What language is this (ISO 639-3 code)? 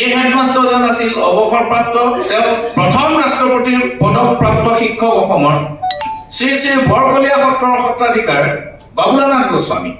asm